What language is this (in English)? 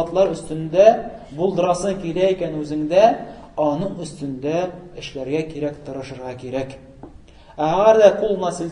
Tatar